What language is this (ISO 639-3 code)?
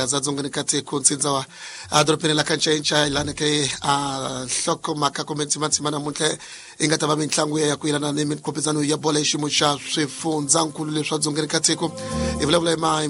tso